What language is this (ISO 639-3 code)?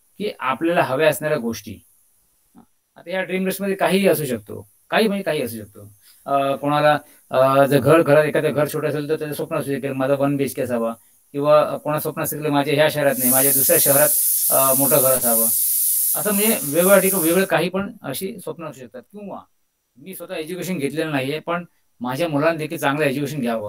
mar